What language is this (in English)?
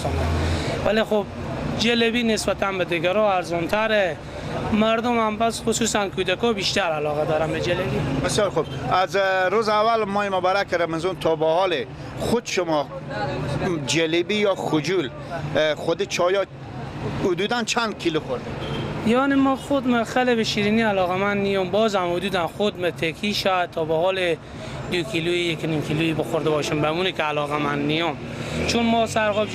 Persian